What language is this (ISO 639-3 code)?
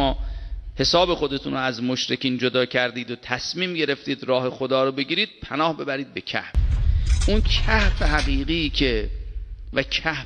fas